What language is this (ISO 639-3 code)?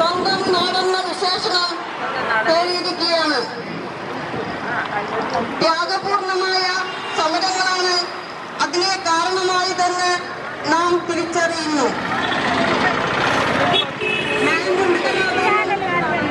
mal